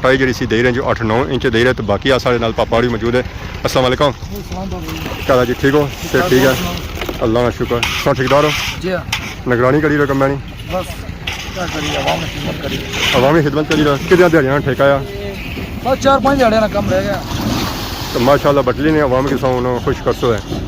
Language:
Pahari-Potwari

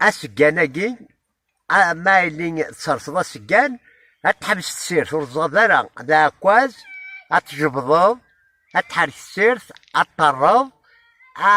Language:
Kabyle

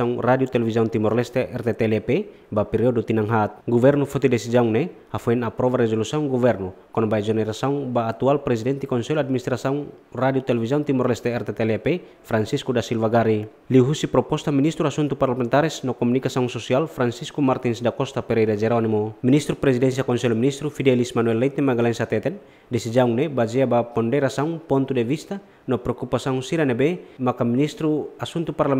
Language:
Tetum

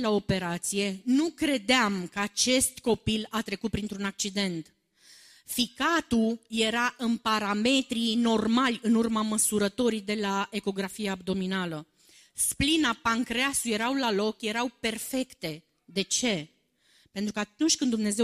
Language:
Romanian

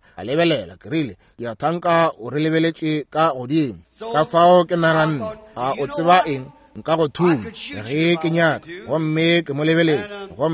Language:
Northern Sotho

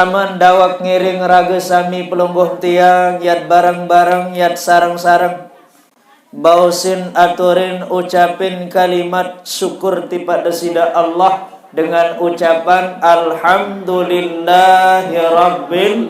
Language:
Sasak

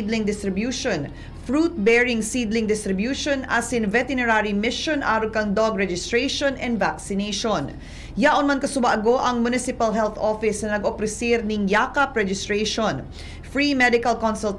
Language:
Bikol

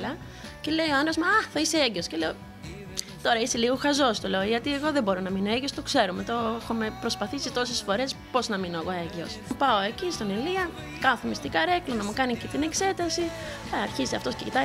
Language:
Greek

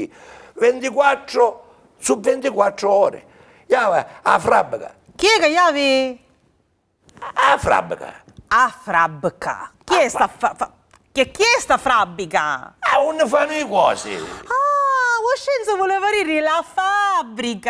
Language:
Sicilian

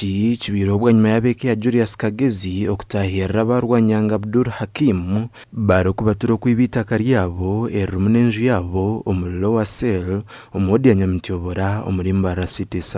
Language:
Nyankole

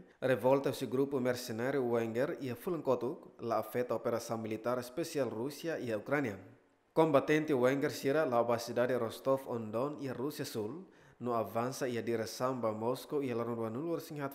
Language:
Tetum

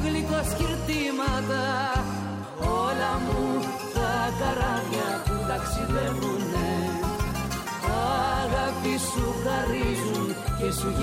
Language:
Greek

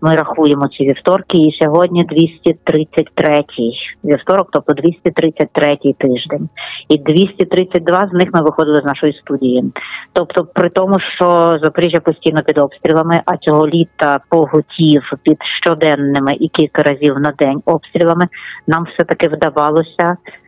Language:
Ukrainian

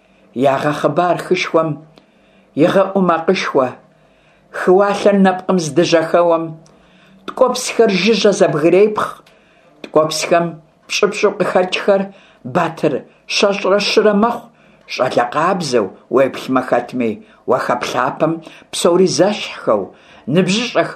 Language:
Kabardian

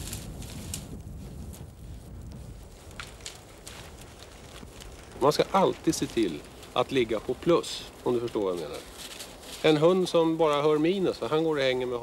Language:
Swedish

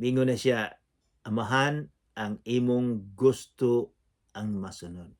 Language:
Cebuano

